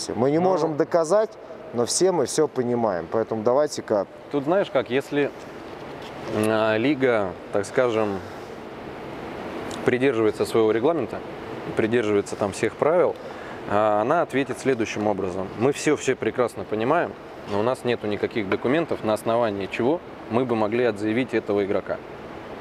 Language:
Russian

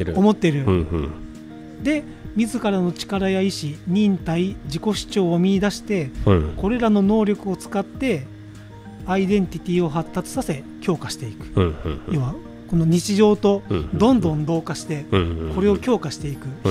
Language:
Japanese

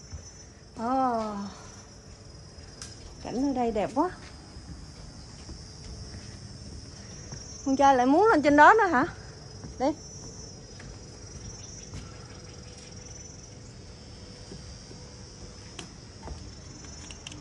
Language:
Vietnamese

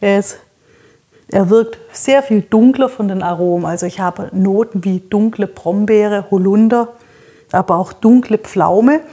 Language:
German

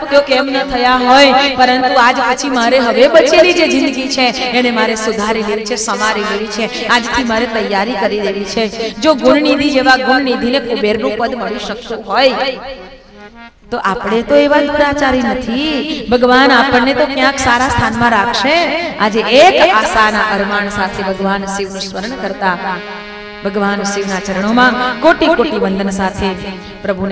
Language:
Gujarati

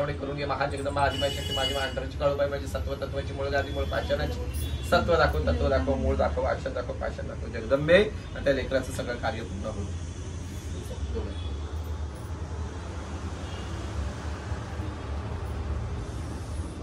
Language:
Marathi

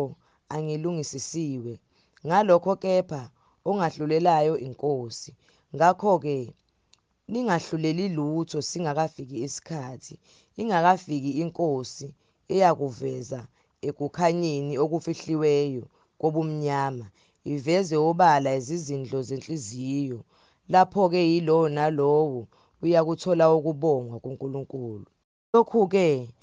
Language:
Zulu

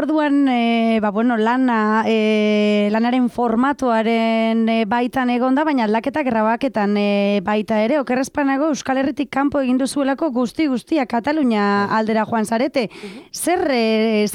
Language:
Basque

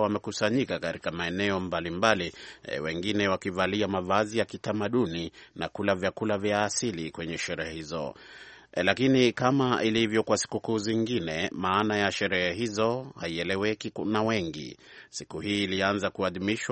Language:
Swahili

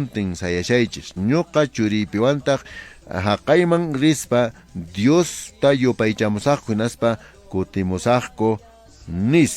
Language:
Quechua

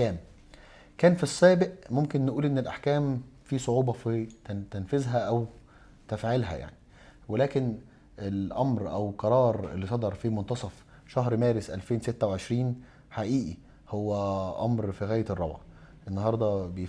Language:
Egyptian Arabic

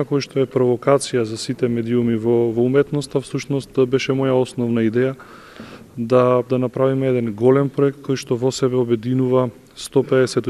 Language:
Macedonian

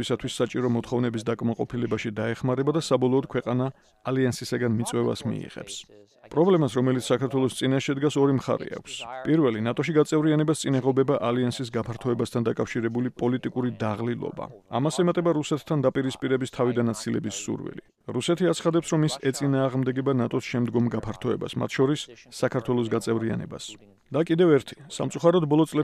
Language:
Georgian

